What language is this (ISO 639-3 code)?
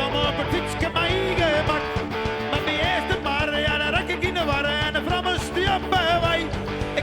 fry